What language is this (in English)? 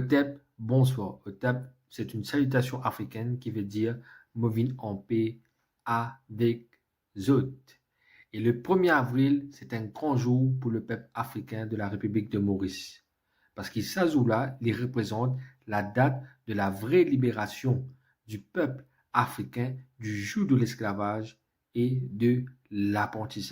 Morisyen